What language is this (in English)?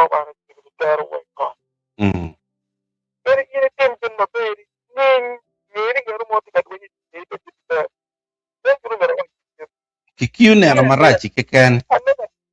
Acoli